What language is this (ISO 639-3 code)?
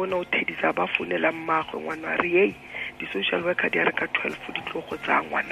tsn